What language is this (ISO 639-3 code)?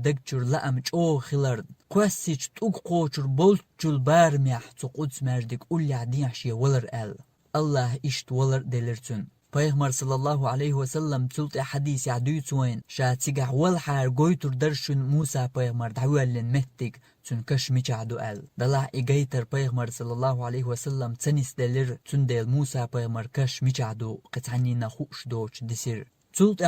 che